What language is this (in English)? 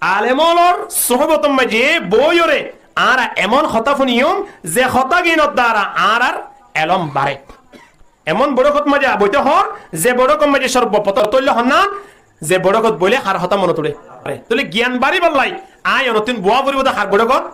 Rohingya